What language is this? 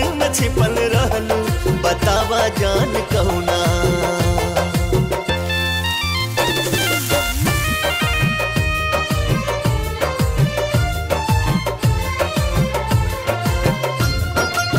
Bhojpuri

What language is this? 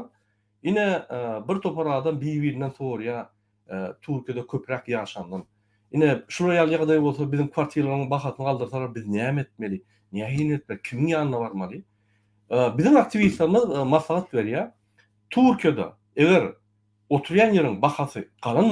Turkmen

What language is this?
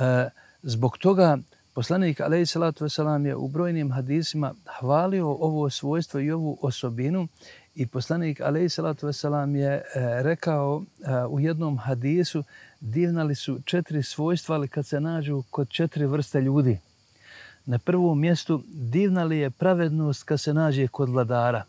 Bosnian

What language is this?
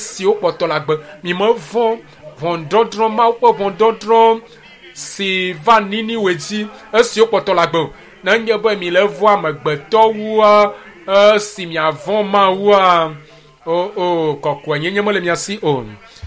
Ewe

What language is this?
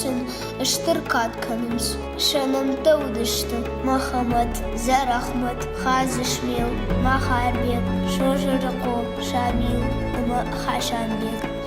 Ossetic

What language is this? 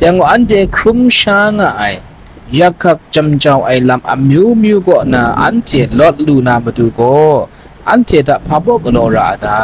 Kachin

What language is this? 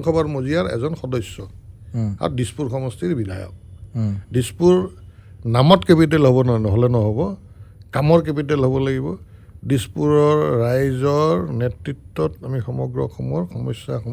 Assamese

